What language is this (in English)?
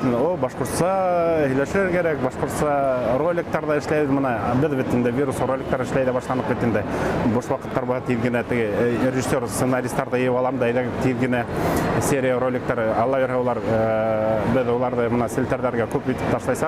Bashkir